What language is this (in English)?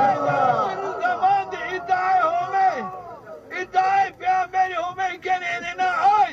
Zaza